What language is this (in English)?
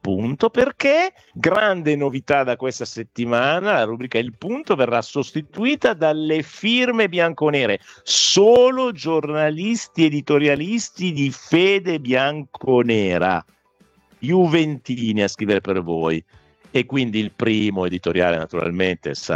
Italian